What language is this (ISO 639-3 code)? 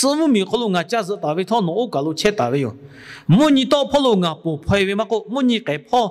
lhu